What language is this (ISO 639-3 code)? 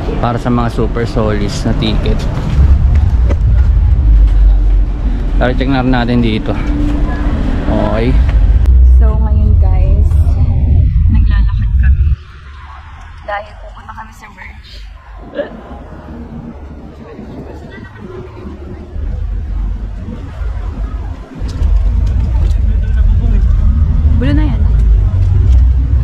fil